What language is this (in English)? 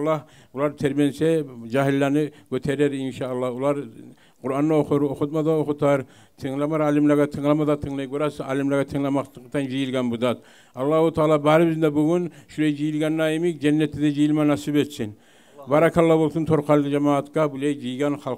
Kumyk